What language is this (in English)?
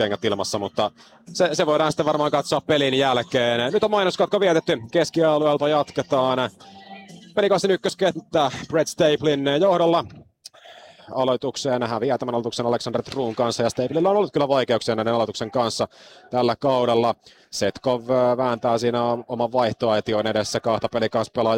Finnish